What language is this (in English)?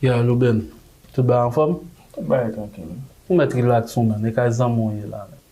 Haitian Creole